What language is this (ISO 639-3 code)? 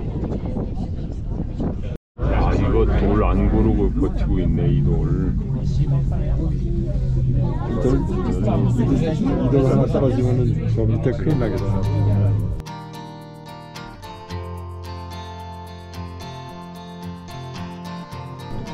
kor